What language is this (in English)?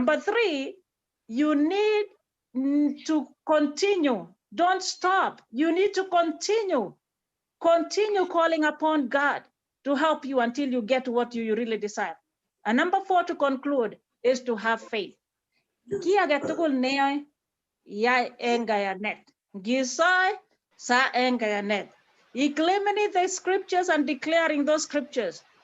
Kalenjin